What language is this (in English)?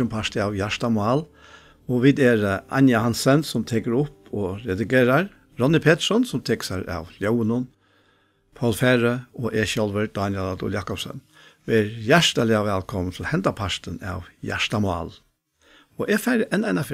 Faroese